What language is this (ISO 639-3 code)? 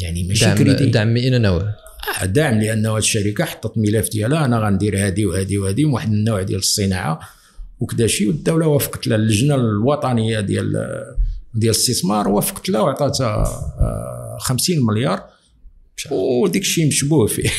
ary